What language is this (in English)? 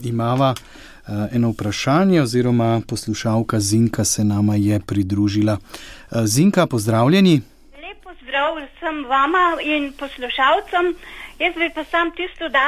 Slovenian